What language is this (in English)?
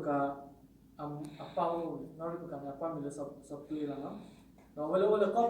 S'gaw Karen